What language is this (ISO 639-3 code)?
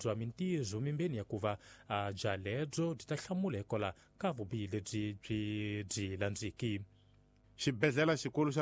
tso